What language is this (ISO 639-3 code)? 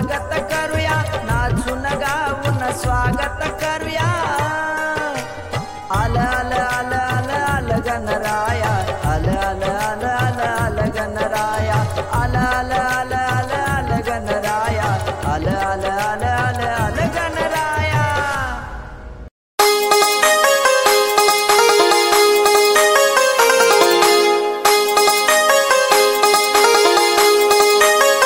mar